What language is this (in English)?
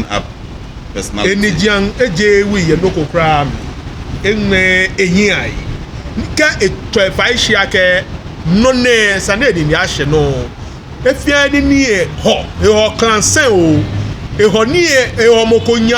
Ga